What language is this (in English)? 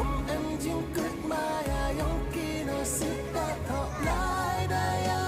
Khasi